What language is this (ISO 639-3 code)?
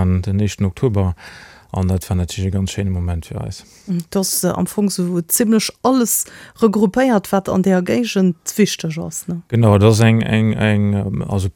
ltz